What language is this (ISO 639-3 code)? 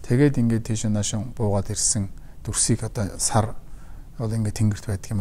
mon